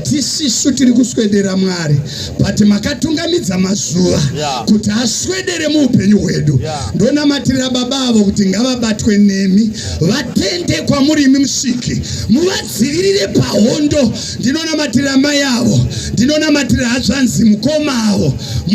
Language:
Shona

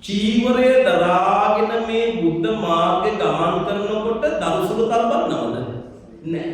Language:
Sinhala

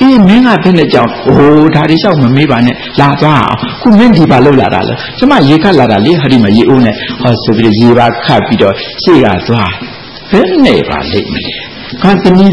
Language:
Burmese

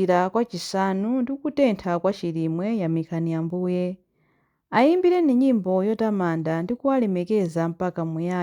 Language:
Nyanja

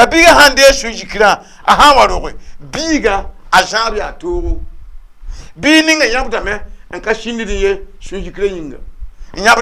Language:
Mossi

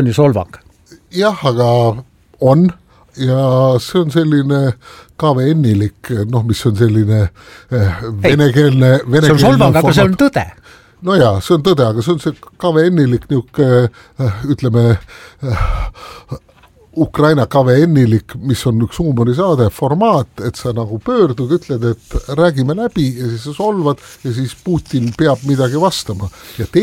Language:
Estonian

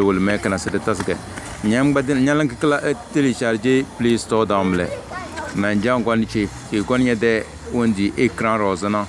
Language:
Tem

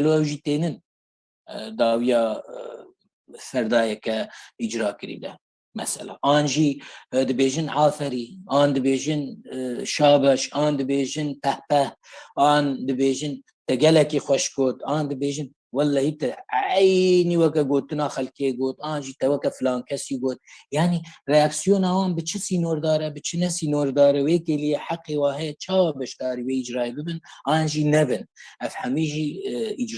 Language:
Kurdish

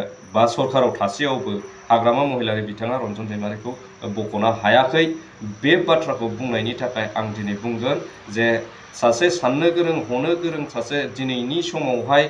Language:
Bodo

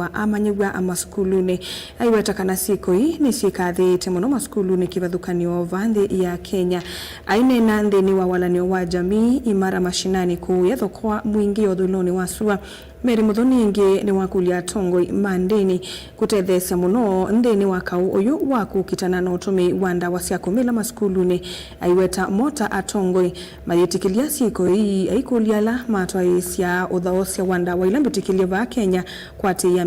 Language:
Kamba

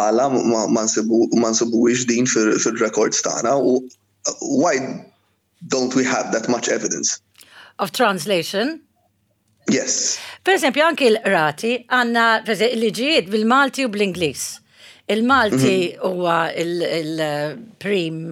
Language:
Maltese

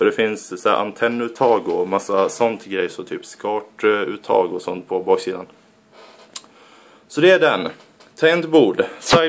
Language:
Swedish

